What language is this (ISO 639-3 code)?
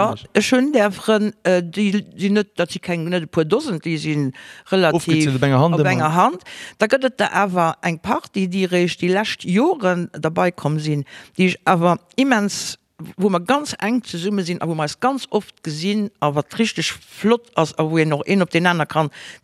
ltz